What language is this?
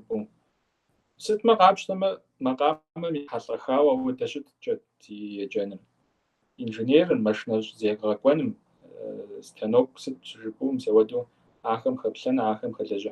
Kabardian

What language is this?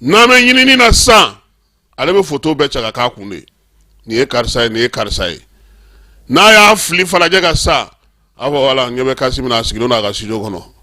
Bambara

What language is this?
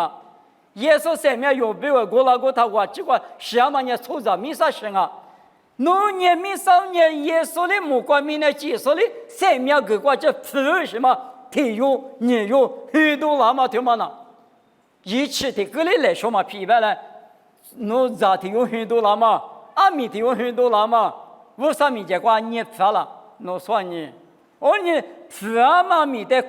Lisu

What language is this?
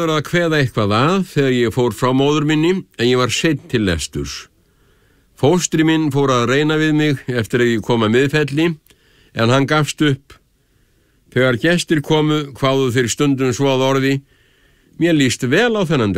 Icelandic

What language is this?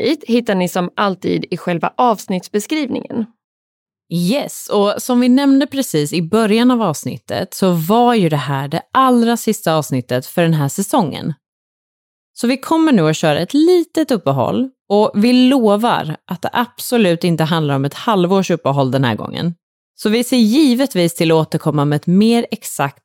Swedish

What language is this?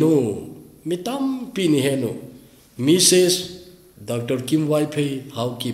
Thado Chin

